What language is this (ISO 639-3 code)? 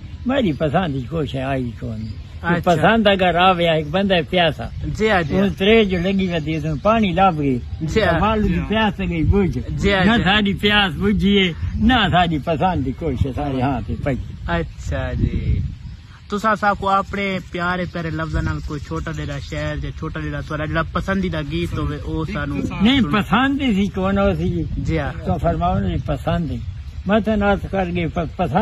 skr